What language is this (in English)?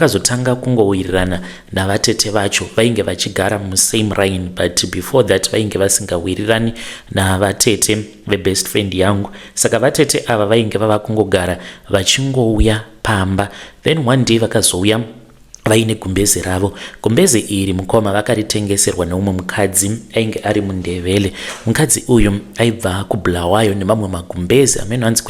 Shona